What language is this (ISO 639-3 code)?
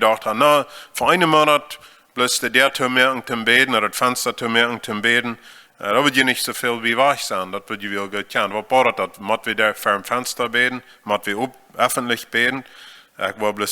pdt